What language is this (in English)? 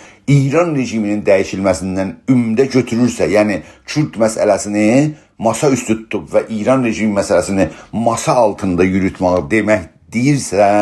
South Azerbaijani